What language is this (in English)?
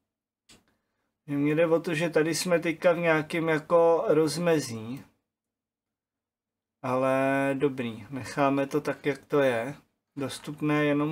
Czech